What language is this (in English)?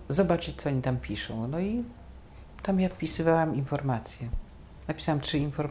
Polish